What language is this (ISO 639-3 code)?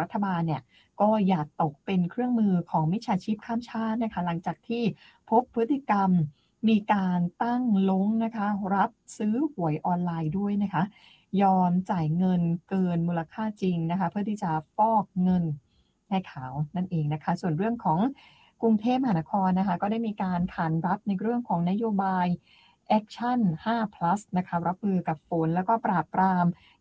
tha